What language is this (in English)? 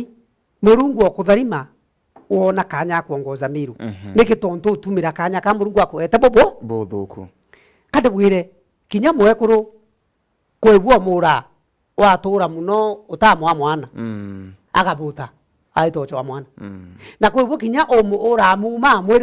Meru